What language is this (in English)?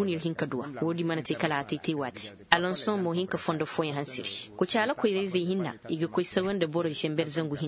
Koyraboro Senni